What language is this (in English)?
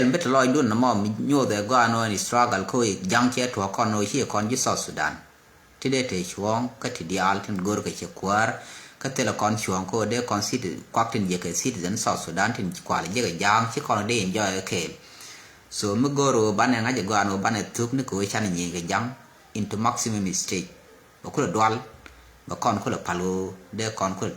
Nuer